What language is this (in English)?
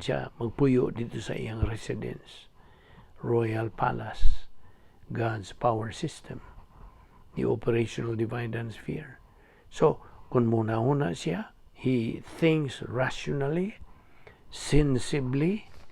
Cebuano